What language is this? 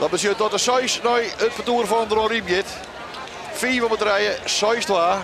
Western Frisian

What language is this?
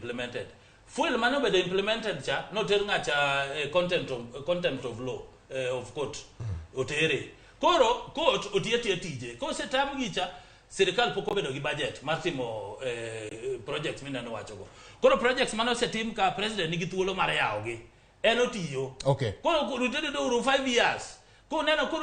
Luo (Kenya and Tanzania)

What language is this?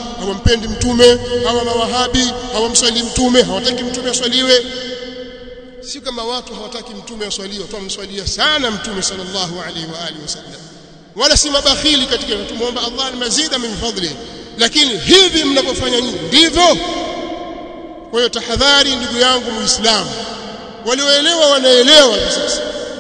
Swahili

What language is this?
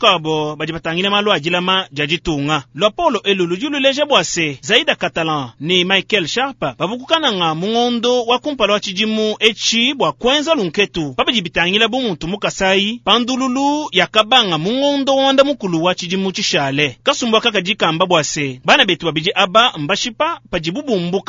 Luba-Lulua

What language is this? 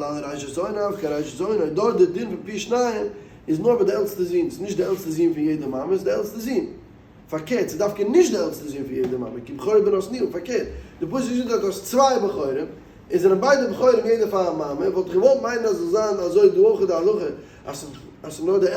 Yiddish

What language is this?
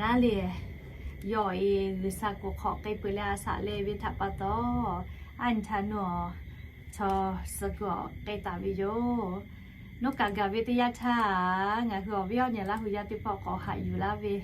Lahu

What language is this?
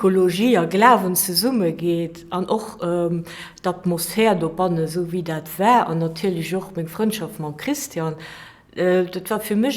Luxembourgish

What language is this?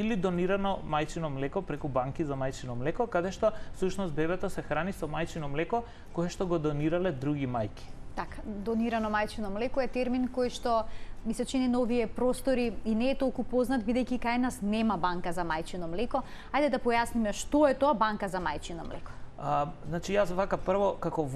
Macedonian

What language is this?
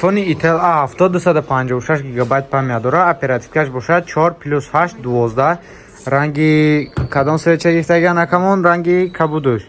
Tajik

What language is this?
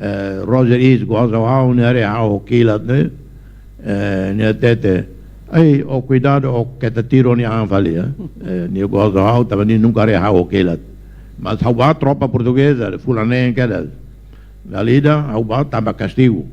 Tetum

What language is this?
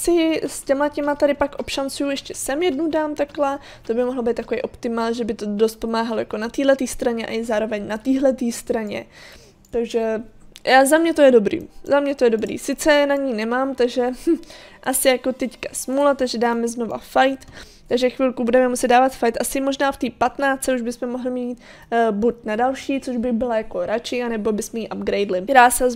Czech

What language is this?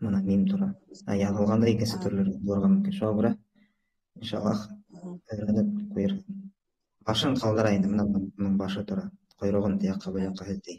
Bashkir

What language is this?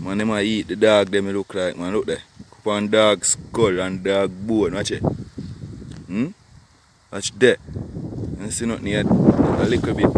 Jamaican Creole English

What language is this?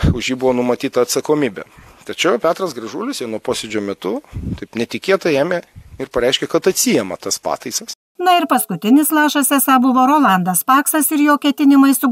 Lithuanian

